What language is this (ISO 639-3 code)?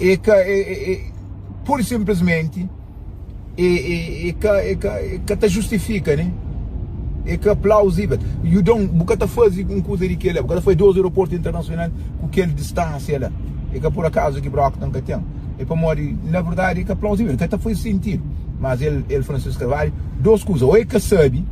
kea